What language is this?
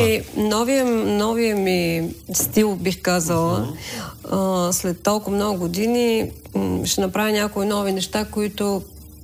Bulgarian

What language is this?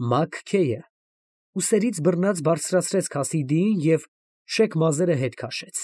Armenian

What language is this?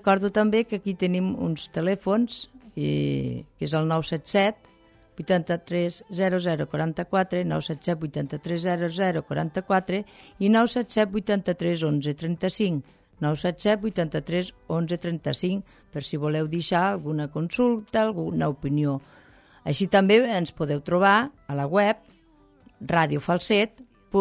Catalan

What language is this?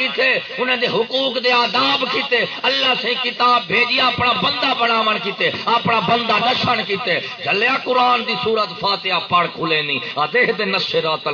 Saraiki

